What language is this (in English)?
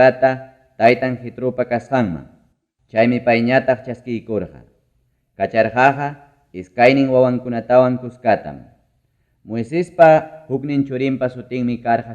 Ayacucho Quechua